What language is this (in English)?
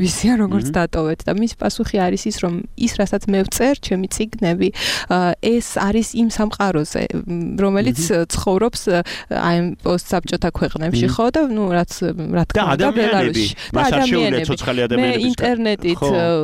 Georgian